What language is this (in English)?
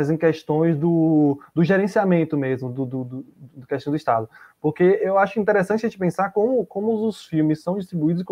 Portuguese